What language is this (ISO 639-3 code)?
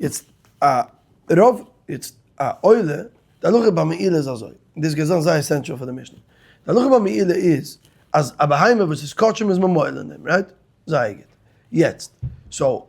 yid